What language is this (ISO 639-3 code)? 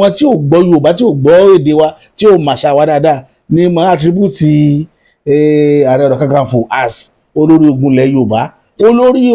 yor